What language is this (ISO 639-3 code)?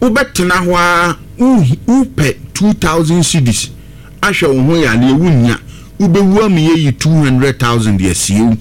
aka